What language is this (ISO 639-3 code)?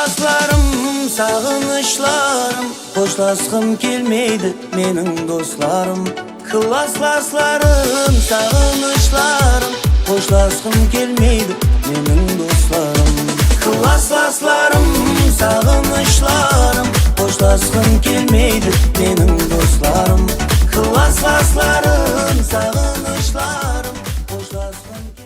kaa